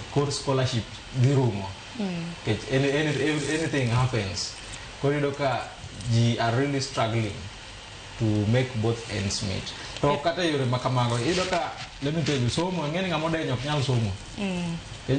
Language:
Luo (Kenya and Tanzania)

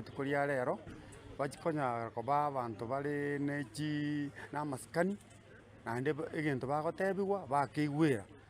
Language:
Gusii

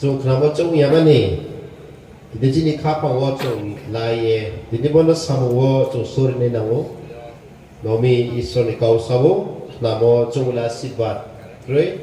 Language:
Riang (India)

